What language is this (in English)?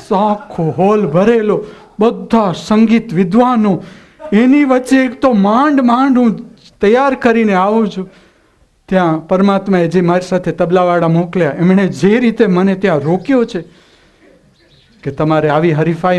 Gujarati